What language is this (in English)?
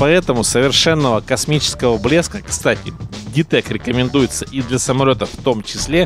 Russian